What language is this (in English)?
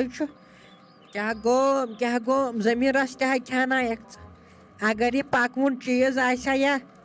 Kashmiri